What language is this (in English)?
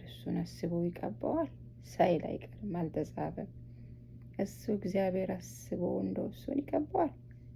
Amharic